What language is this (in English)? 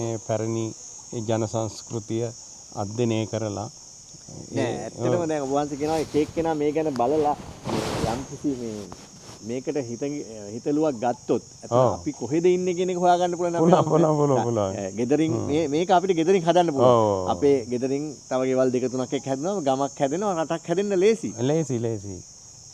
Sinhala